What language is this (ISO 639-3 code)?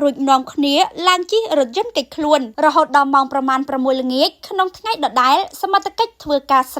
khm